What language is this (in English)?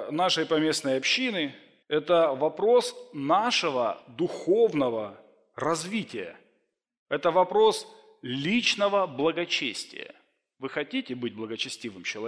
Russian